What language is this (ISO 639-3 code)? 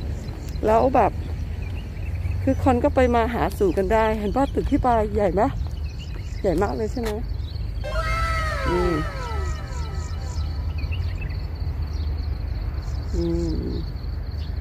tha